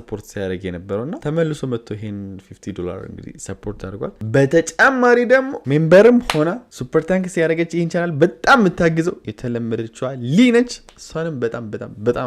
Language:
Amharic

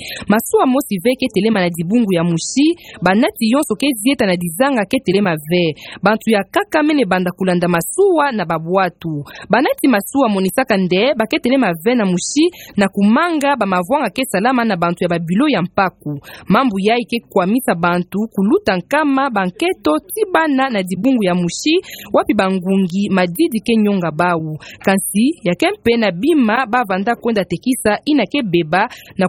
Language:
Kituba (Democratic Republic of Congo)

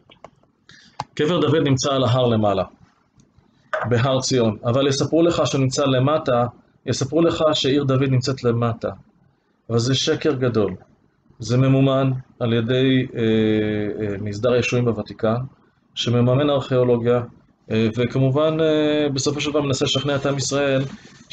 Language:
Hebrew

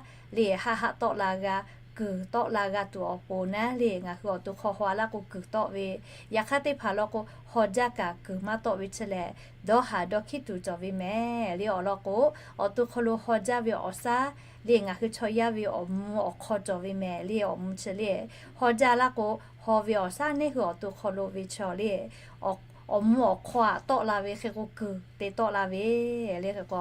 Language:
Lahu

